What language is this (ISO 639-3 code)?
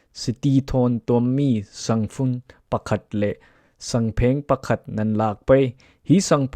cfm